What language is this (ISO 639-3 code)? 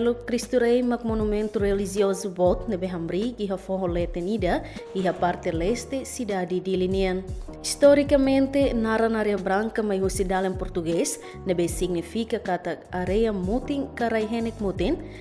tet